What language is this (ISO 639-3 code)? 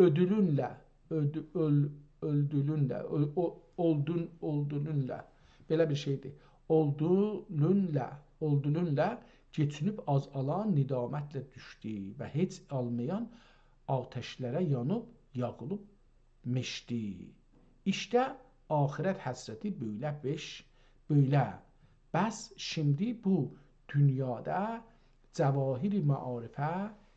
azb